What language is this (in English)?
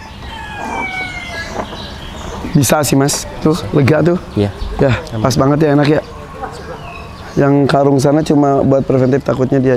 Indonesian